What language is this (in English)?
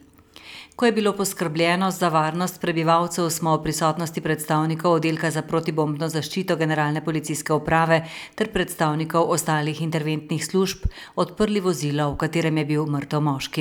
Slovenian